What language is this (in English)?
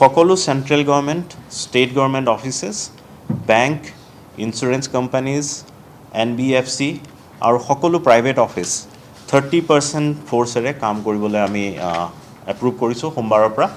Assamese